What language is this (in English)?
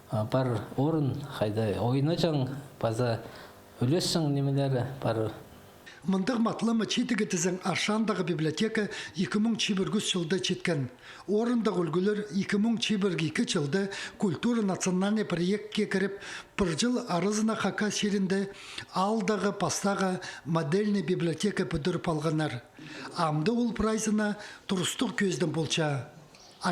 Khakas